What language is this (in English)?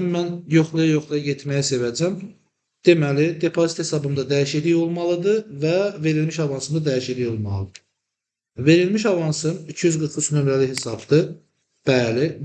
Azerbaijani